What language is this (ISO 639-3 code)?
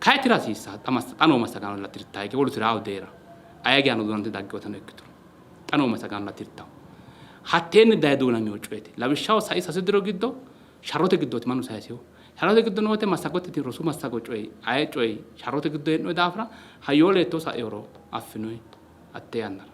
sid